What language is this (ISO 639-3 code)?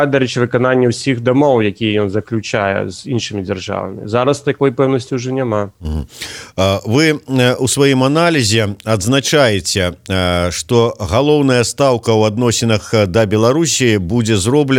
bel